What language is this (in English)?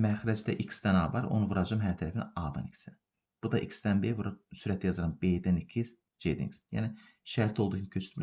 Azerbaijani